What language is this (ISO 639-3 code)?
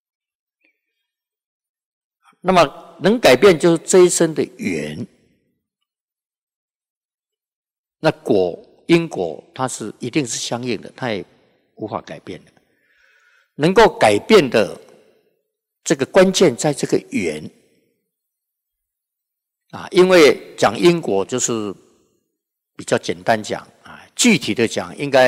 zho